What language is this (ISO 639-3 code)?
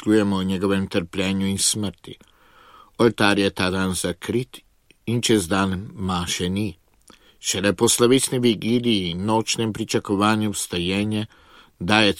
slv